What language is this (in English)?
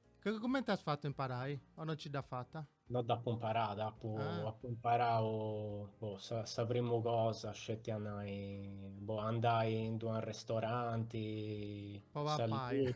Sardinian